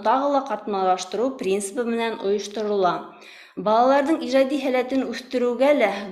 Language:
Bashkir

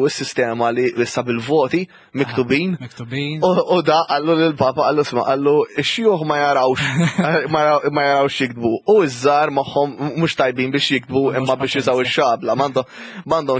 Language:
Maltese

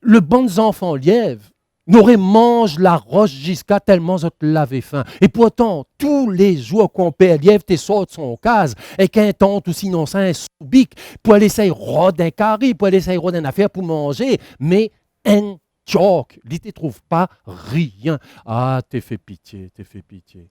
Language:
Réunion Creole French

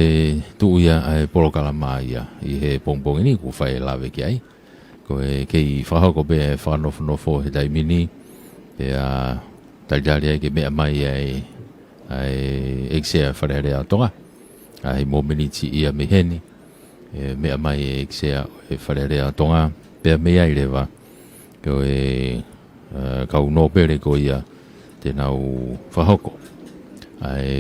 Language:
Tongan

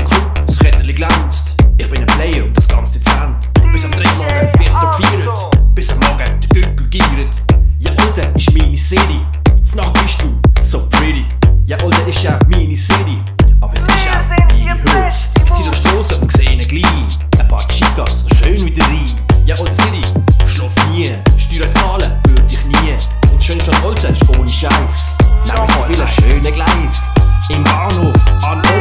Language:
Swiss German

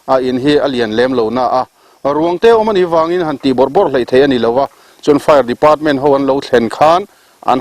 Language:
Mizo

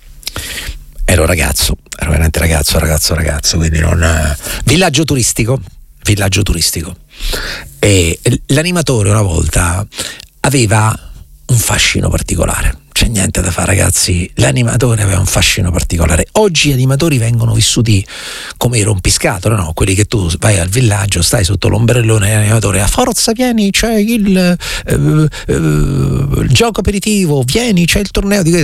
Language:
Italian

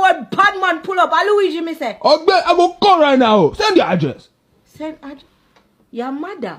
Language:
Jamaican Creole English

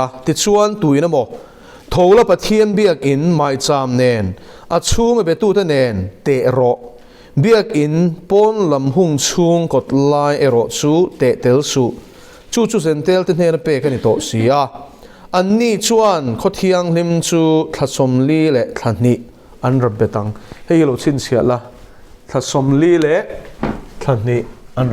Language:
Mizo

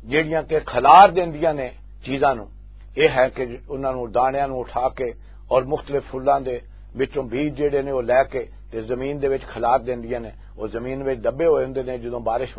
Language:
Western Panjabi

